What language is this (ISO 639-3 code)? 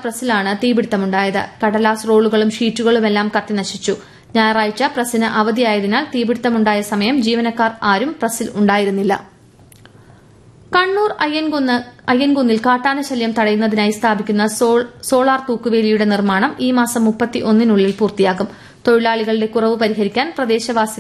mal